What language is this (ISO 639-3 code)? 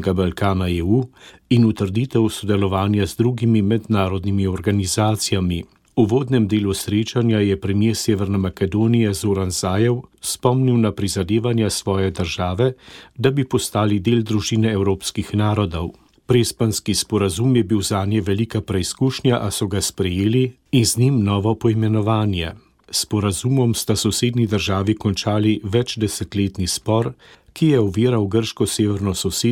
slv